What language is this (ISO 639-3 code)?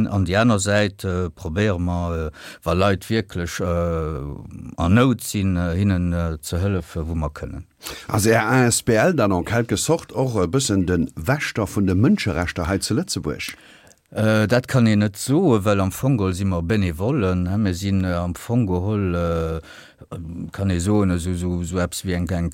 ltz